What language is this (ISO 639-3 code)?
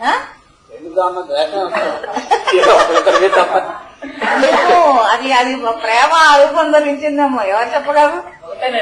tel